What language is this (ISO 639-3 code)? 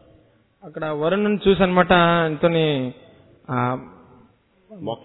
tel